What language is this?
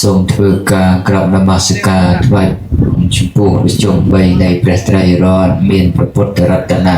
Khmer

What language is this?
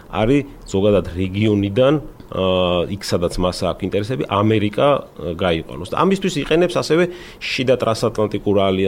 Georgian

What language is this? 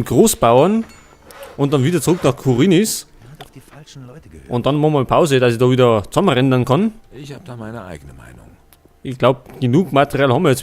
Bavarian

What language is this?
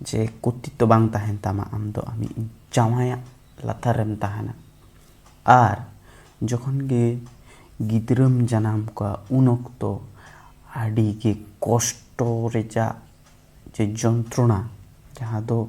Santali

